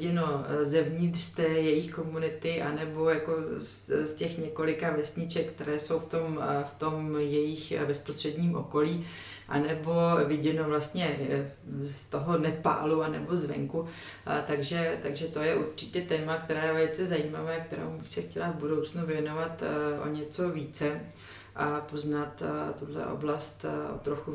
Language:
Czech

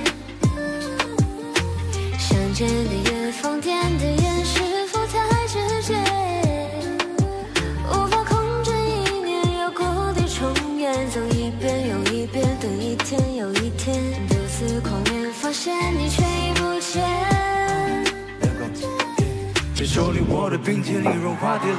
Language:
Chinese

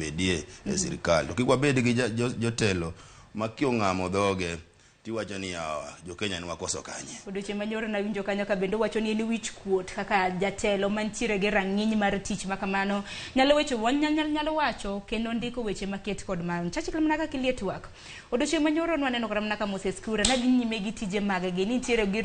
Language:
Luo (Kenya and Tanzania)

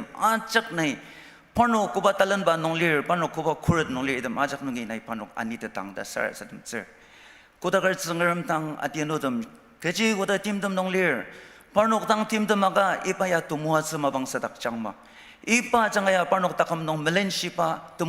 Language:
Ao Naga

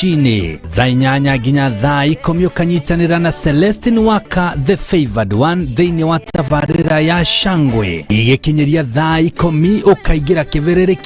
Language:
Kikuyu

